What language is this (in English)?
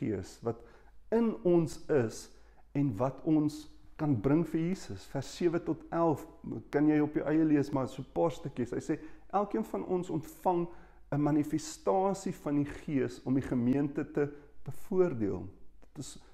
Afrikaans